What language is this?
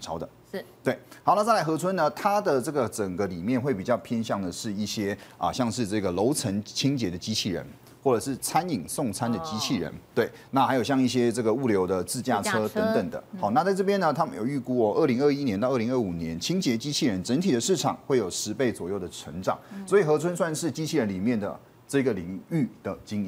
Chinese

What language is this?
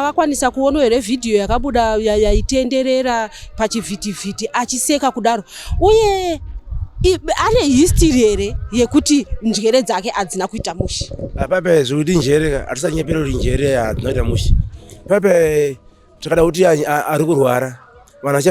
Shona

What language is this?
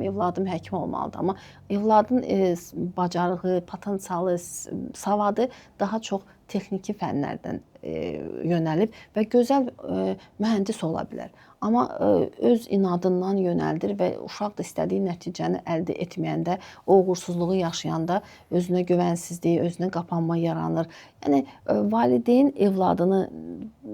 Azerbaijani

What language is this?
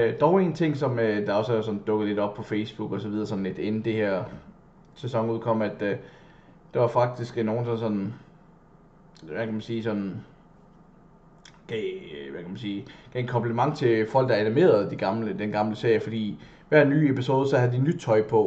Danish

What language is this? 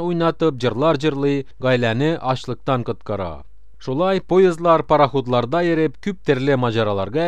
Tatar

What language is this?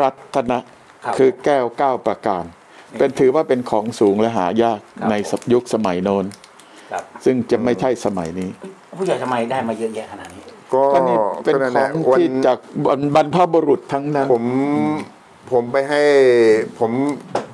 Thai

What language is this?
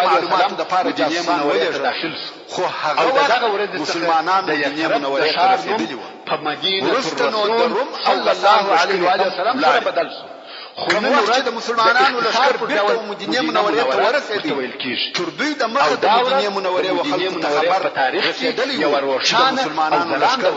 Pashto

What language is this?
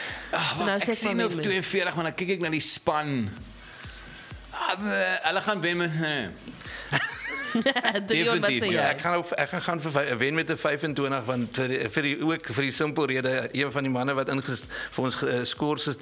Afrikaans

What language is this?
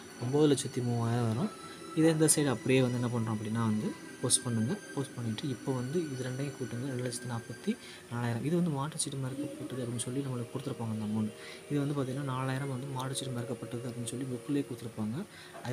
Tamil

